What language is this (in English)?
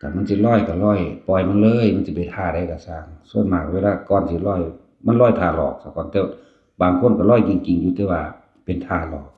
Northeastern Thai